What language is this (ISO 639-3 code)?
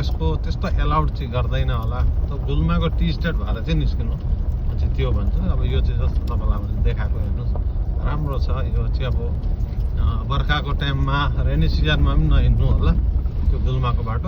nep